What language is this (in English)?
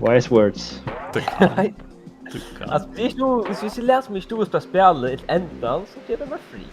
Faroese